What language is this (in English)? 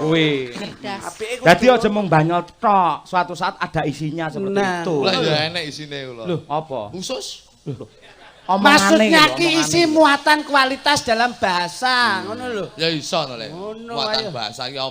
Javanese